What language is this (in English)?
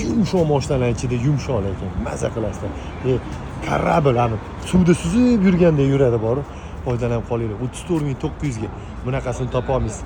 Uzbek